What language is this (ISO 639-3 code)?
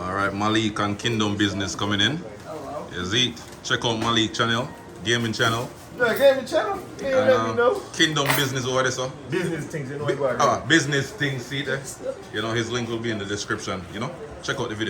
jam